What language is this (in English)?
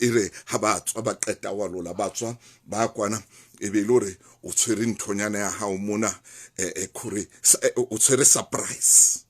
Southern Sotho